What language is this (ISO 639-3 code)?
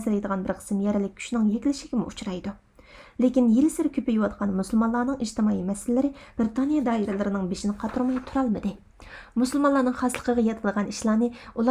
uig